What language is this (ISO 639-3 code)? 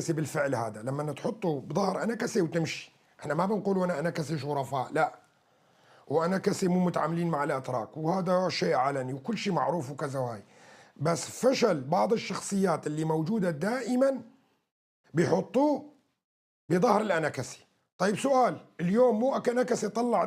apc